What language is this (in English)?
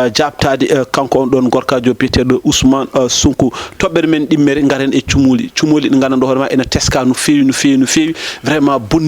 Fula